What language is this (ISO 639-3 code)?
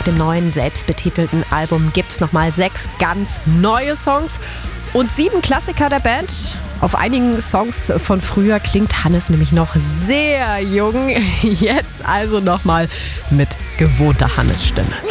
deu